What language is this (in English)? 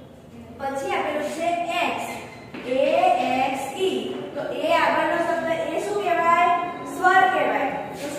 Gujarati